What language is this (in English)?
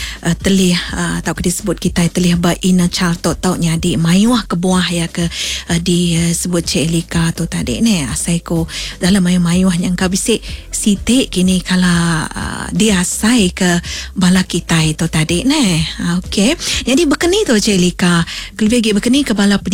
Iban